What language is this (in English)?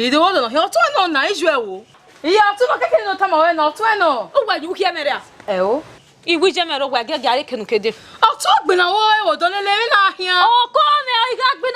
Bini